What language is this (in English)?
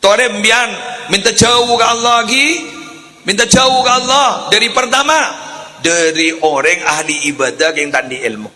Madurese